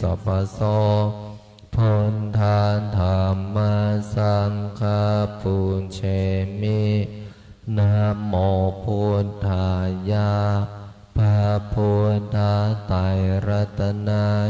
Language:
Pali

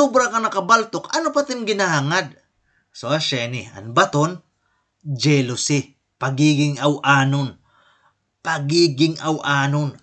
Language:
Waray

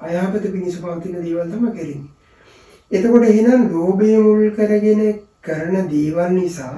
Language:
Sinhala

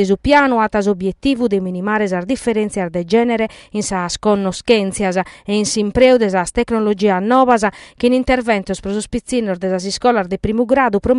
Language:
Sardinian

